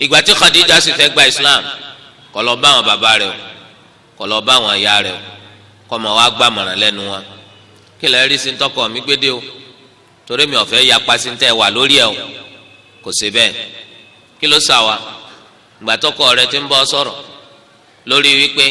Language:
Yoruba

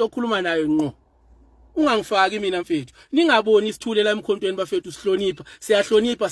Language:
Zulu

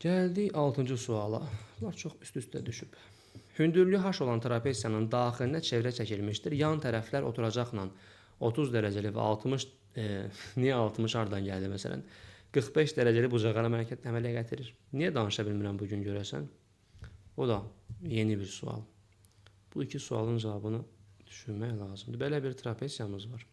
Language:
Azerbaijani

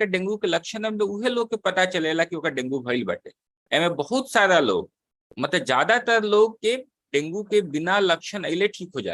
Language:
Bhojpuri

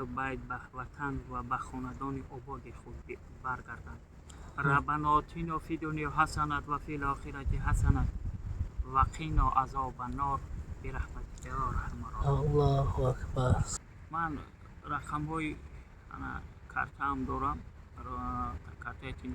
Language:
Tajik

